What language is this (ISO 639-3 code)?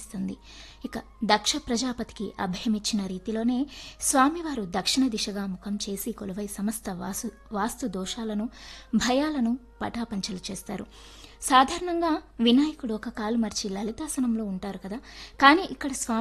tel